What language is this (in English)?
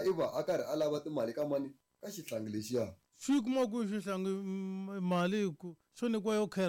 Tsonga